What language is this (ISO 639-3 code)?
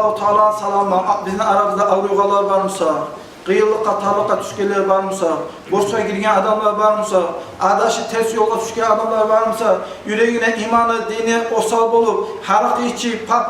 kum